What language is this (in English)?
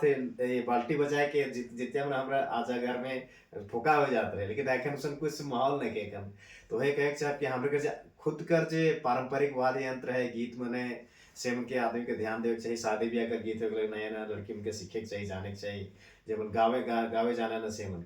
Sadri